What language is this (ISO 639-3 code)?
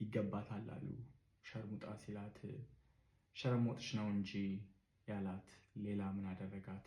amh